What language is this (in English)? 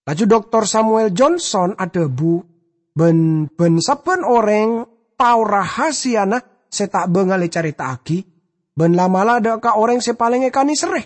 Madurese